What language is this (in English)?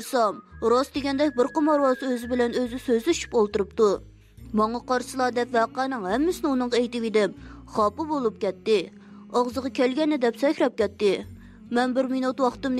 Uyghur